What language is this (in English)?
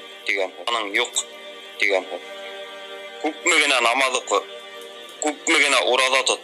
Bashkir